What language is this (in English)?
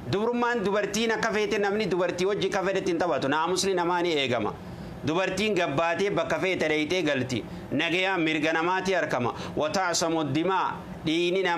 Oromo